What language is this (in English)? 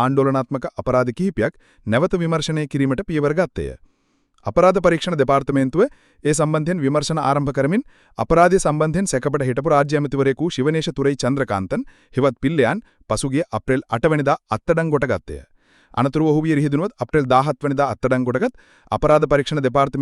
Sinhala